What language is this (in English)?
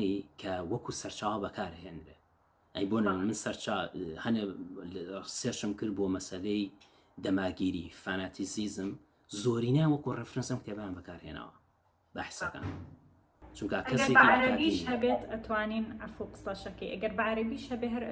Central Kurdish